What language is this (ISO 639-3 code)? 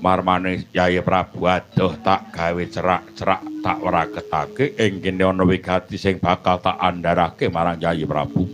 jav